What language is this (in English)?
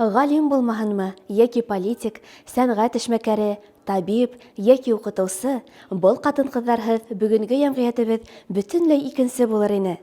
Bashkir